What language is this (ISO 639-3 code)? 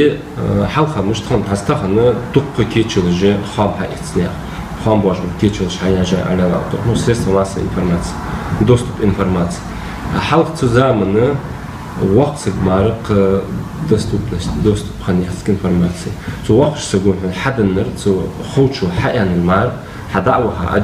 inh